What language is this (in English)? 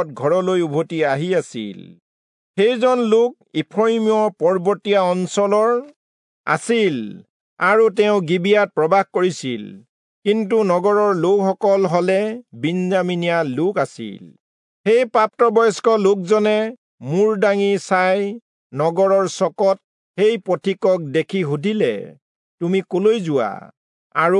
Assamese